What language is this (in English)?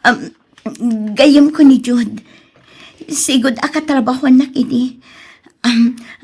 Iloko